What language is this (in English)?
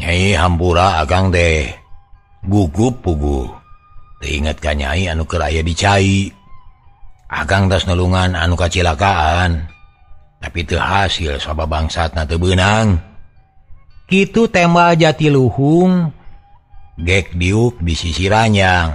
Sundanese